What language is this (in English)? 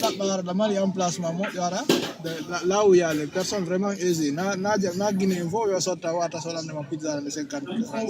Fula